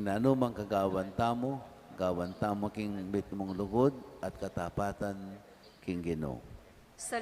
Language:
Pampanga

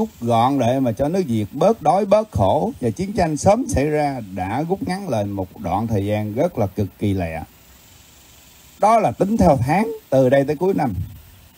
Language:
Vietnamese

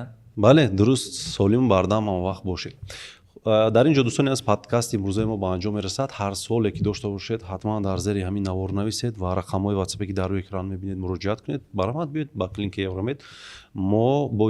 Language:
Tajik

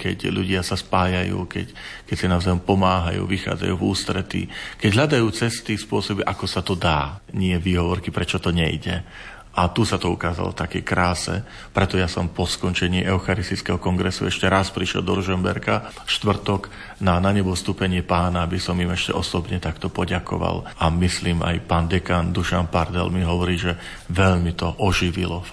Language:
Slovak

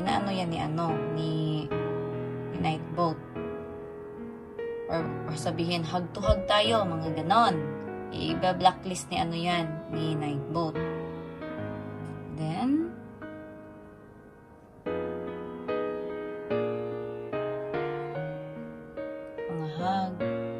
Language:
Filipino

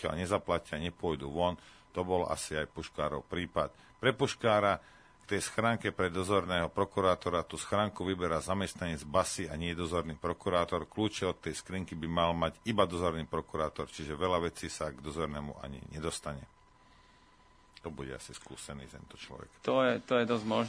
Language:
Slovak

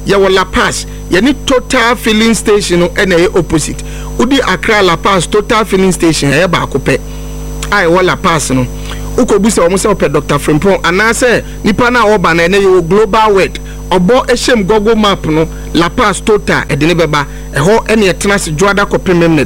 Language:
Akan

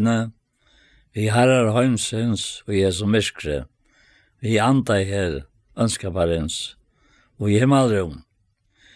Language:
Faroese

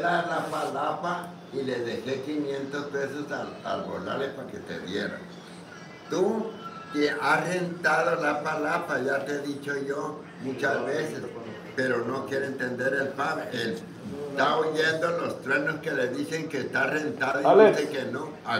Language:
Spanish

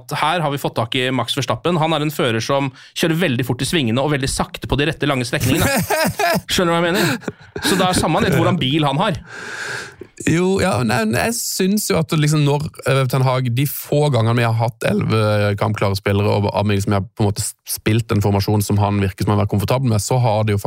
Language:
Norwegian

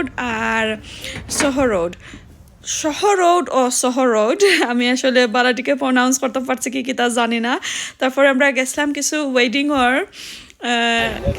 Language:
Sylheti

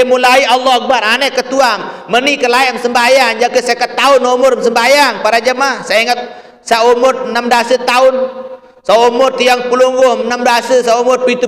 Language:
Sasak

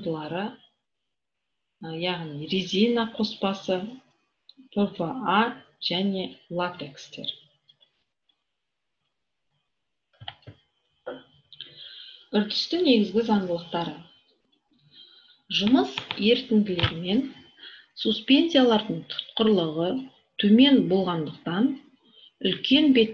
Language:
Kazakh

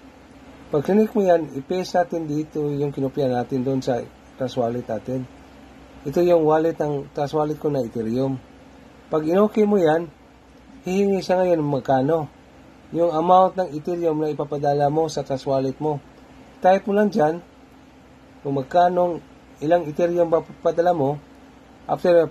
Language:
Filipino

